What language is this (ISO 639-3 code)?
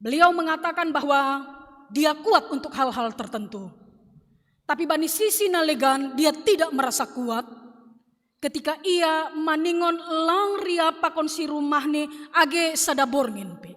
bts